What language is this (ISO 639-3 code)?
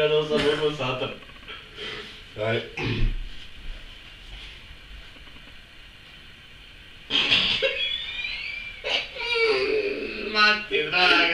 bos